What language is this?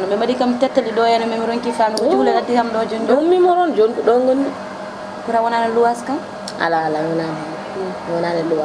Fula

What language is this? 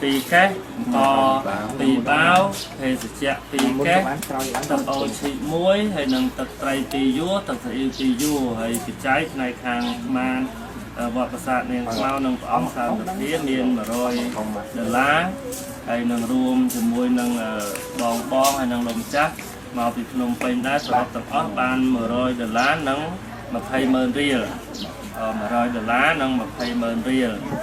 Khmer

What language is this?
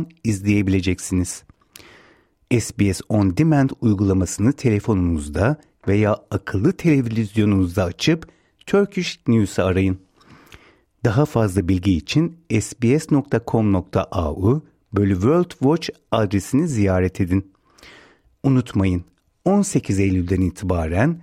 Turkish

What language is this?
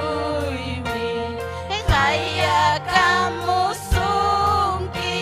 Ayacucho Quechua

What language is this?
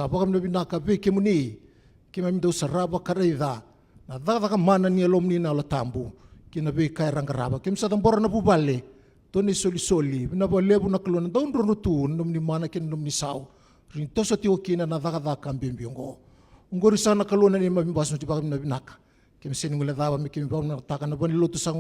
Fijian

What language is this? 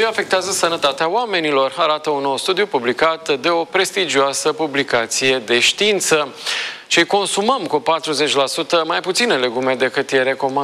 Romanian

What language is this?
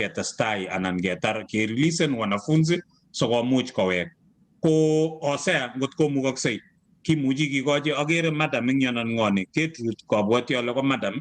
Kalenjin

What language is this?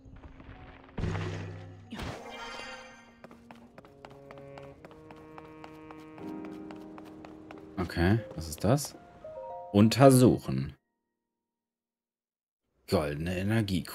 German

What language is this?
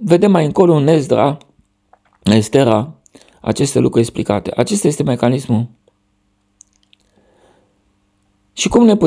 Romanian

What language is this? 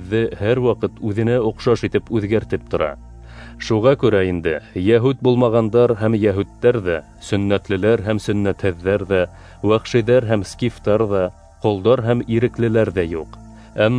Bashkir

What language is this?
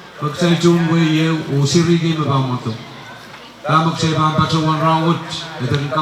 Pohnpeian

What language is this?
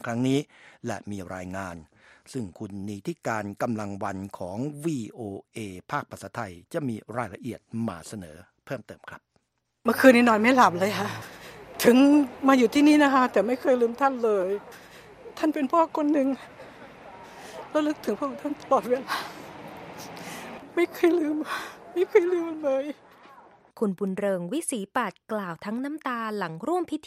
Thai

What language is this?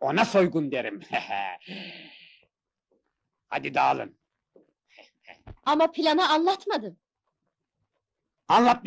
Turkish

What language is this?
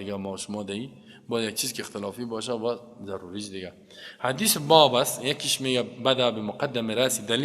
Persian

